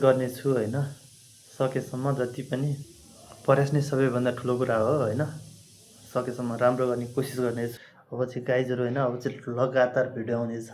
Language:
Nepali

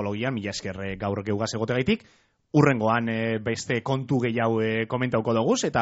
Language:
Basque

